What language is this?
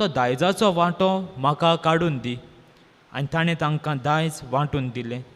Konkani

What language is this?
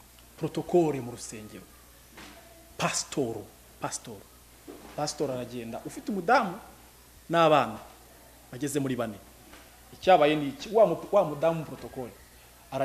Kinyarwanda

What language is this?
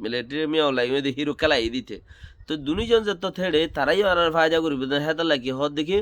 Rohingya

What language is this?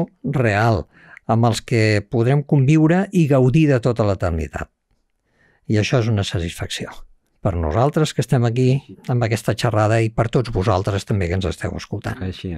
Catalan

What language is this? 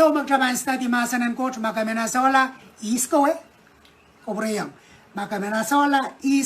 Pohnpeian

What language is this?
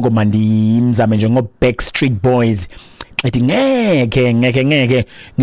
Xhosa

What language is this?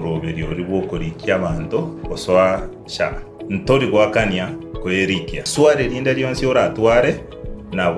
Gusii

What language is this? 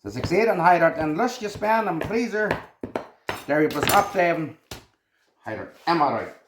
Plautdietsch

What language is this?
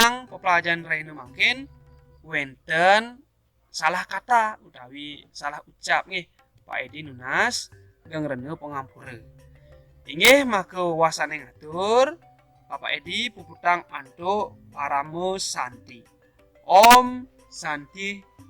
Balinese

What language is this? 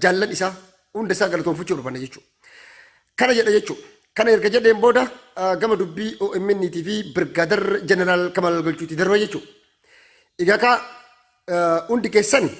Oromo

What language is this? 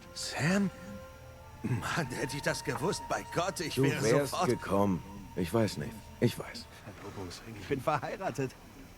Swiss German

